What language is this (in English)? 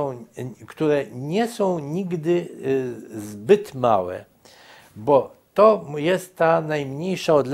Polish